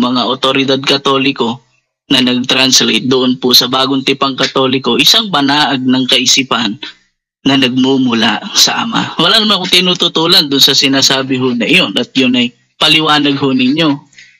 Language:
Filipino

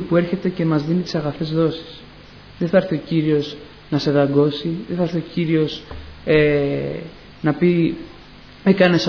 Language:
Greek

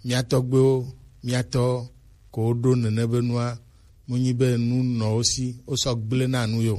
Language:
Gen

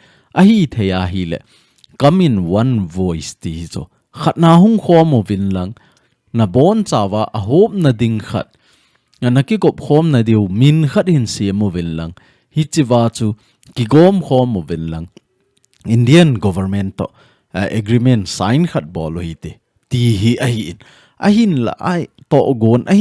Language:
Thado Chin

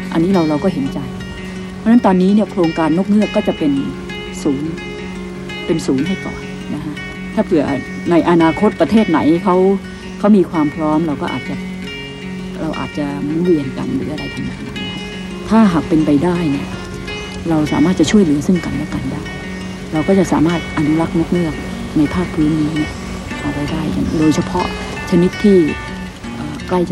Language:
Thai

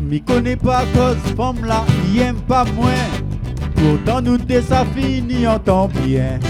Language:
Réunion Creole French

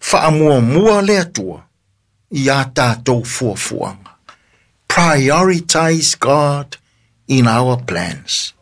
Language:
Samoan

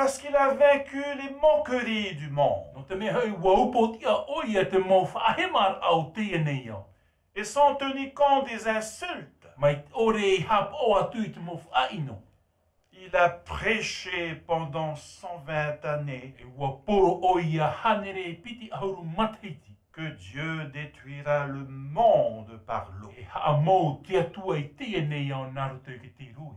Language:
Tahitian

